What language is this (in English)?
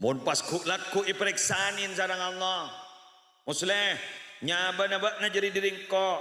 Madurese